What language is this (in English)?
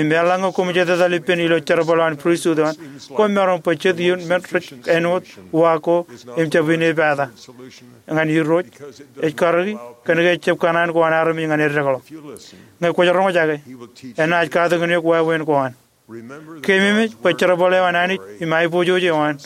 Marshallese